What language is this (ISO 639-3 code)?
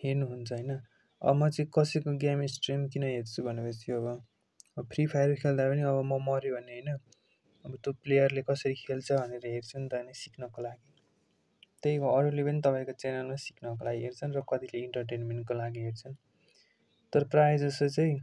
nep